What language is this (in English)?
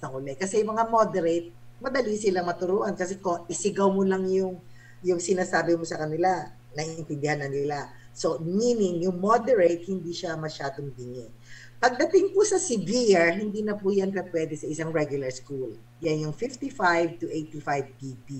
Filipino